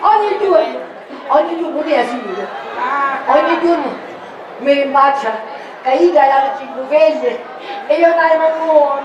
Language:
Sicilian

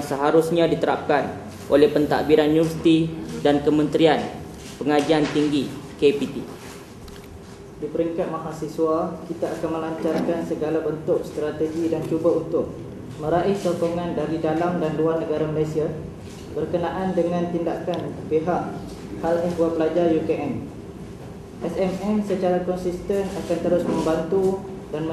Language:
Malay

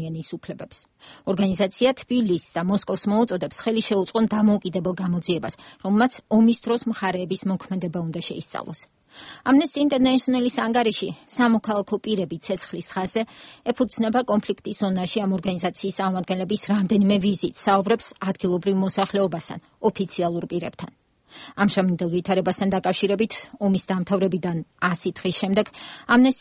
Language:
Georgian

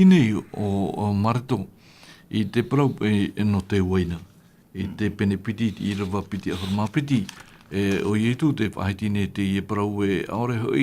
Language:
Tahitian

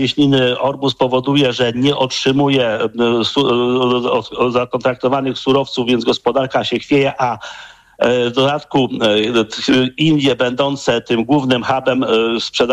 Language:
Polish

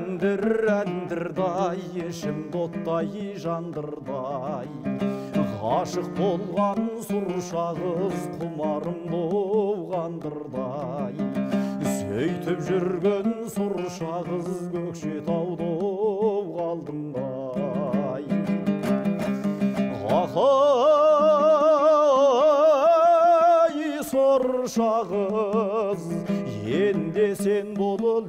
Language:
Kazakh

